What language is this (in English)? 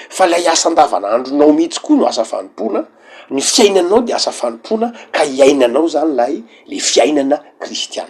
Malagasy